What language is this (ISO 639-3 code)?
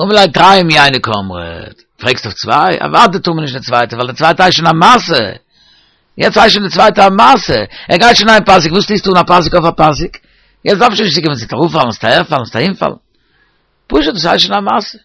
yid